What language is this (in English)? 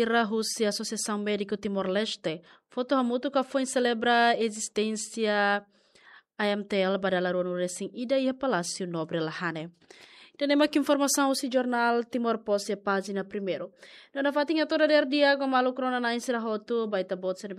Tetum